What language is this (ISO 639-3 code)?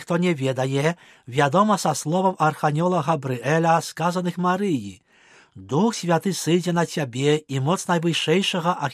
bel